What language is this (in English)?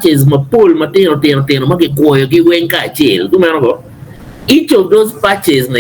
Acoli